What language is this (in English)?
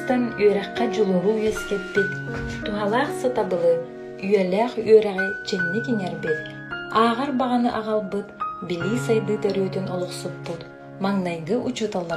Yakut